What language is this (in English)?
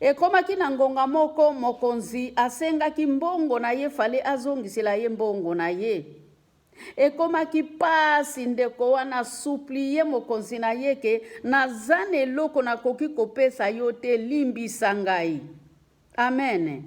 Lingala